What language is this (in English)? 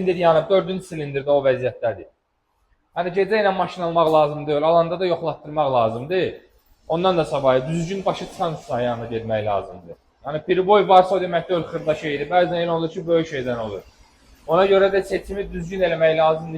Azerbaijani